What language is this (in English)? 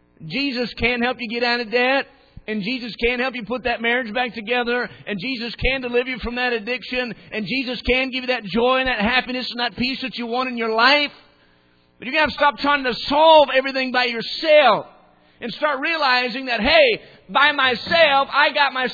English